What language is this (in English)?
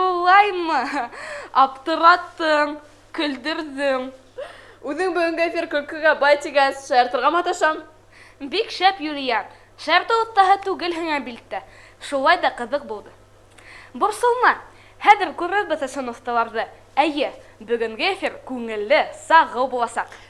Bashkir